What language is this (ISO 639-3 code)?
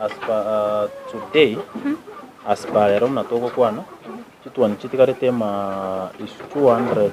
guz